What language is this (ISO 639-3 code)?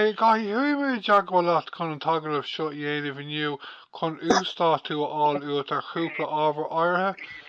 gle